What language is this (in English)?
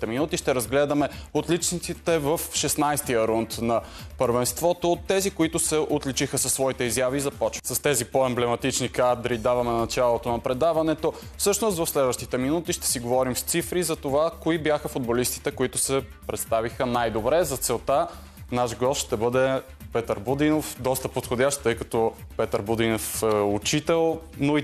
Bulgarian